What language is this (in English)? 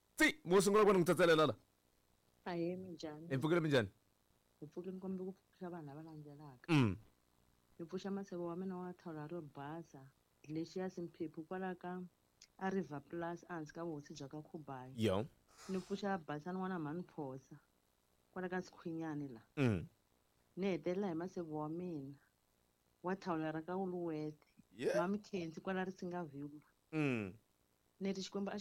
Tsonga